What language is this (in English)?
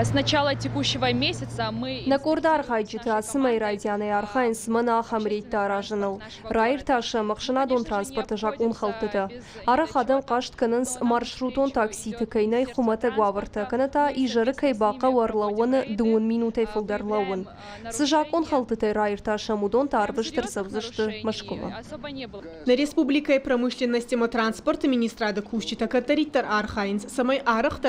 Ossetic